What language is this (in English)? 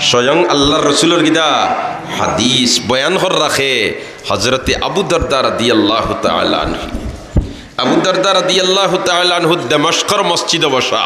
Sylheti